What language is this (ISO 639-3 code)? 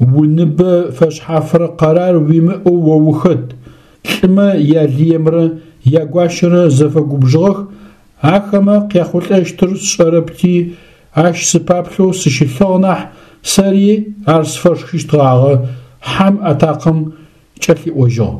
ady